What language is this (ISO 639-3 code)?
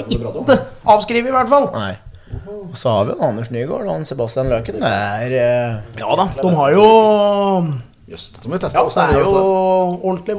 nor